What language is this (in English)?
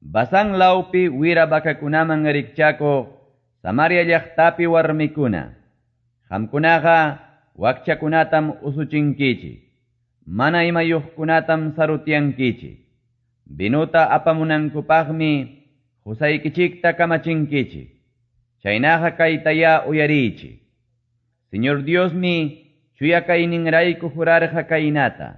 Quechua